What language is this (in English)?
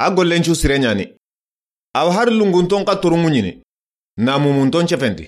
Soninke